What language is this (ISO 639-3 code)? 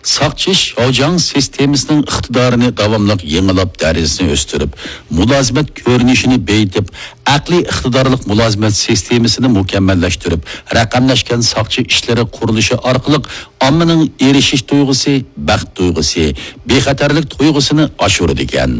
uig